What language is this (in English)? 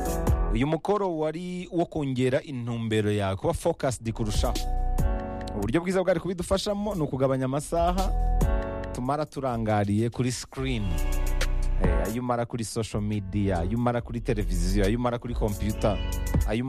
Kinyarwanda